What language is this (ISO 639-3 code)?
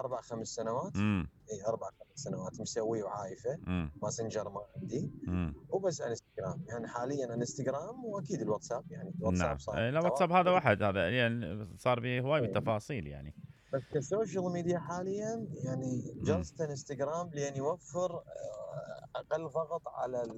acm